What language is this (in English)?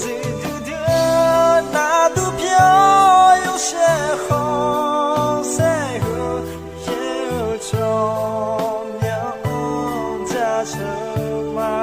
Akha